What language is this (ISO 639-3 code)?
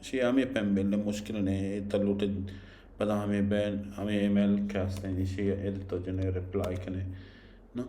bal